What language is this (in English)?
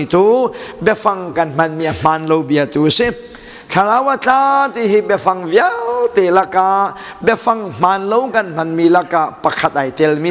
Hakha Chin